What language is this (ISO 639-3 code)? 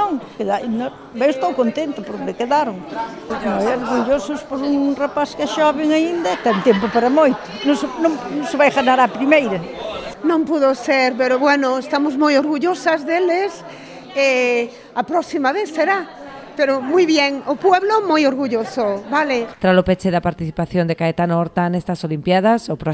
glg